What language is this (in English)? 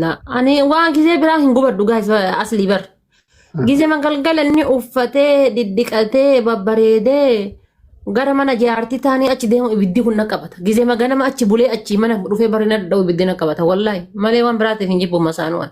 Oromo